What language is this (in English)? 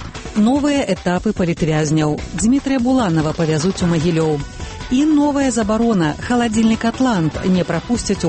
Belarusian